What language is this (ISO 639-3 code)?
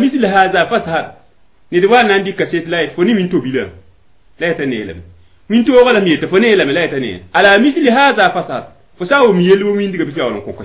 mos